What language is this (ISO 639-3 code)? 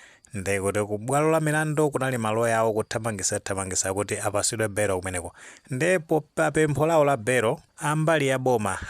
nya